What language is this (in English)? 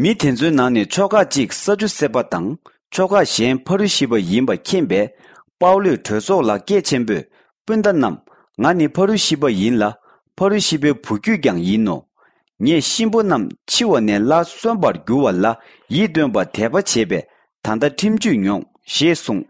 Tibetan